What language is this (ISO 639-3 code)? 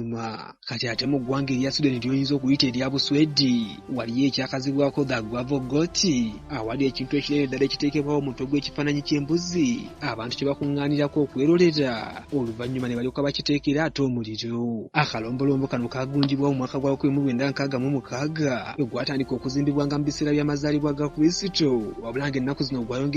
lug